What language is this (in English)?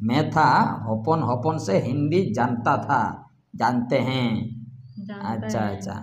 Santali